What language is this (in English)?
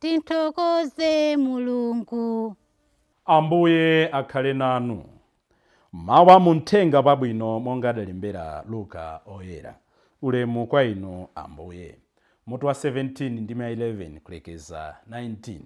Nyanja